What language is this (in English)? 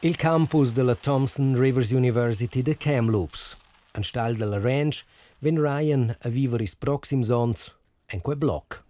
Romansh